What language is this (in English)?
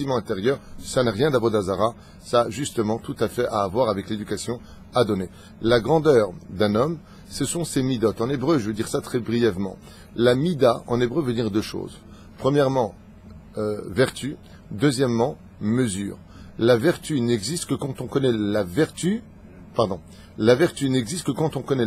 French